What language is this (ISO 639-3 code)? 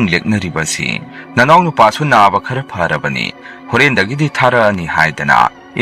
mni